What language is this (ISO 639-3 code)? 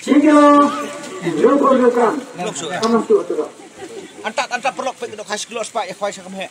kha